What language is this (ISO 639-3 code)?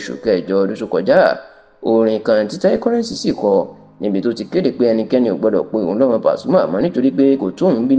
yor